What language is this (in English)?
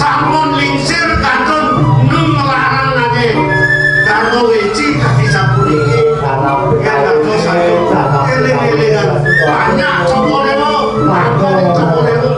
Balinese